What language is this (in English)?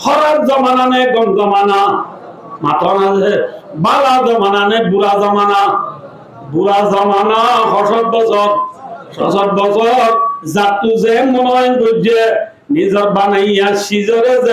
Rohingya